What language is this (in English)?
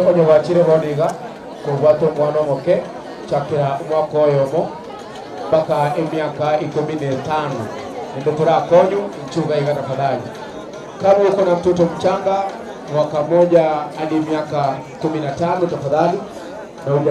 Gusii